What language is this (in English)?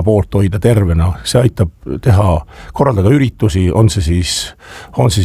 Estonian